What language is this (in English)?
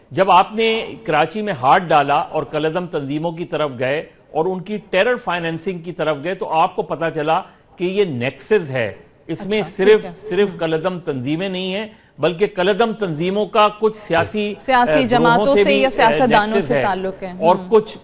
Urdu